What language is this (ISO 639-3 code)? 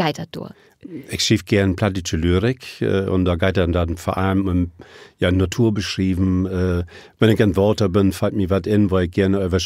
nds